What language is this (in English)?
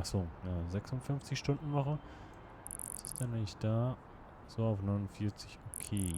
Swiss German